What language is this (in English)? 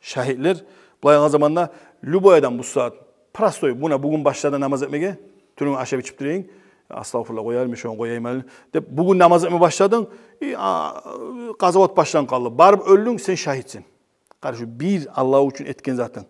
Kumyk